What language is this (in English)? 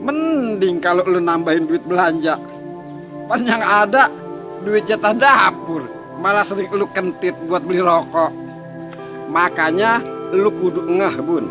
Betawi